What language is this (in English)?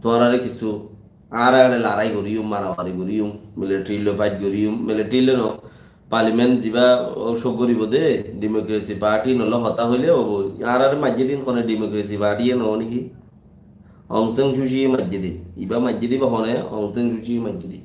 Rohingya